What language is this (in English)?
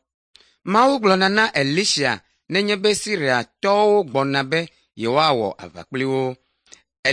Ewe